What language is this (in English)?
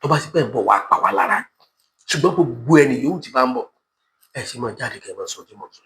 Yoruba